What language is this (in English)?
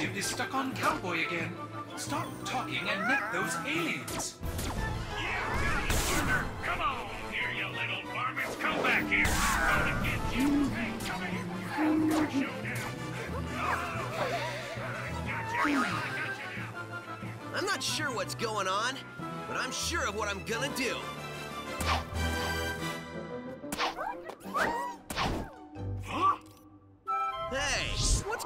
English